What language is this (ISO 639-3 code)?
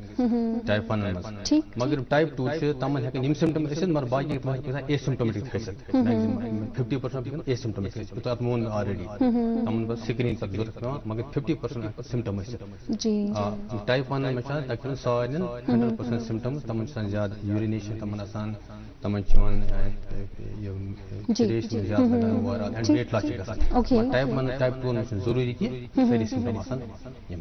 kas